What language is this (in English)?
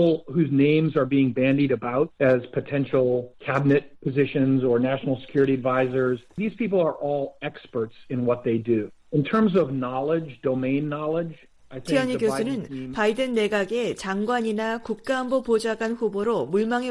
Korean